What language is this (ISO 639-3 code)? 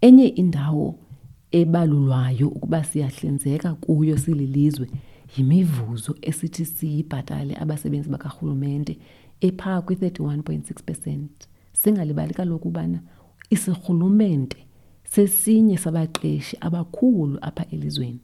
xho